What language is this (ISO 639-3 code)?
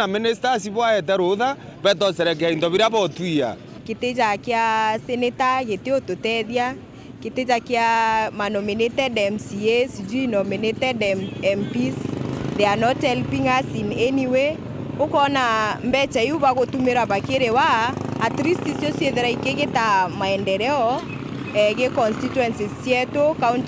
mer